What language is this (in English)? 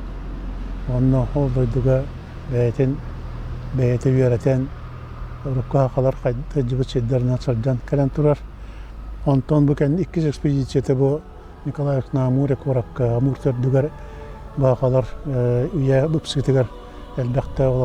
Yakut